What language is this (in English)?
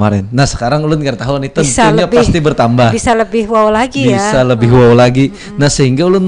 Banjar